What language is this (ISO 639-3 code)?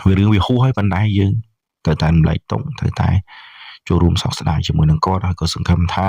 khm